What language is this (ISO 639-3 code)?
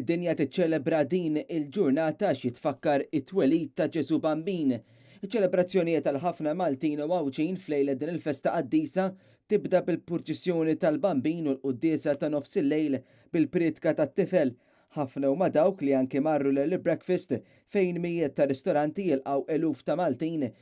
mlt